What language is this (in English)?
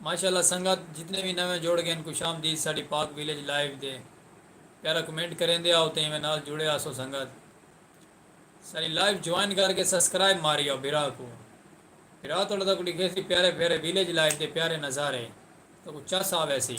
Saraiki